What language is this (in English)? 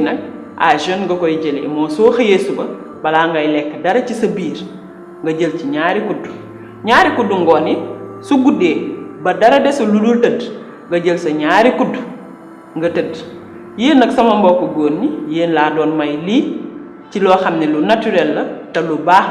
Wolof